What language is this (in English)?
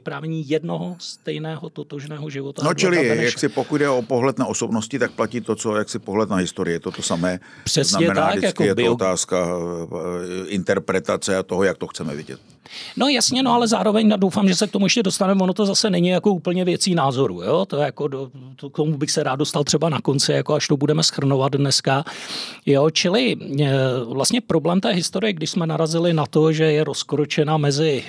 Czech